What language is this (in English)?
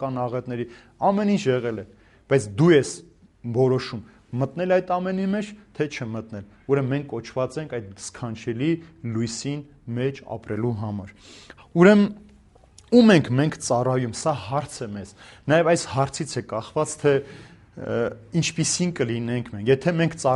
Armenian